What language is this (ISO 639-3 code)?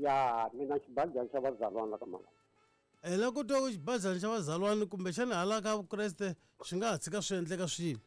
tso